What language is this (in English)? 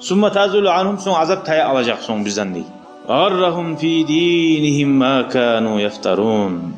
Kumyk